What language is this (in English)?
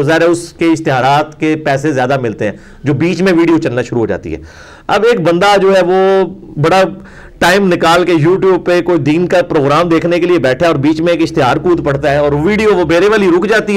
Urdu